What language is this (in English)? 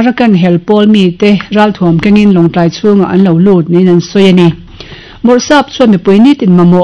Mizo